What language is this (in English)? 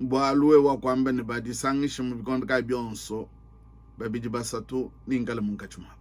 Luba-Lulua